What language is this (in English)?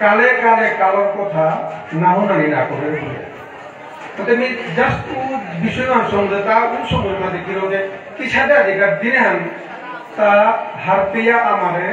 Bishnupriya